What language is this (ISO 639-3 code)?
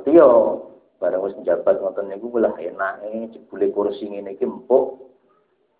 jav